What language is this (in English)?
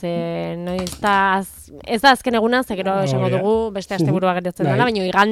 Basque